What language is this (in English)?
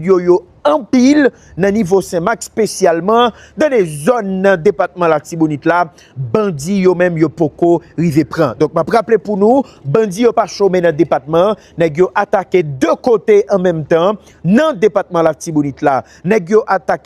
Haitian Creole